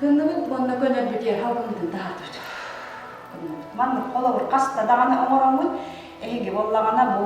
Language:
Yakut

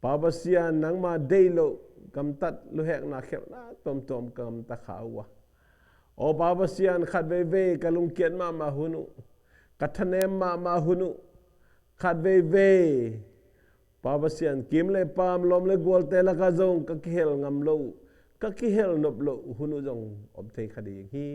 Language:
Tedim Chin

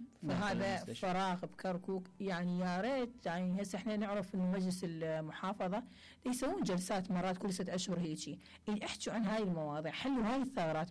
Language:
Mesopotamian Arabic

